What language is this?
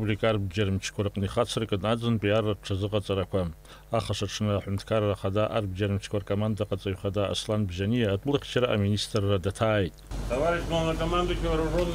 Abkhazian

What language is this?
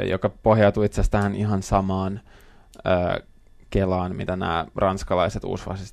Finnish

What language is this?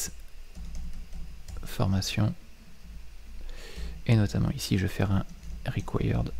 French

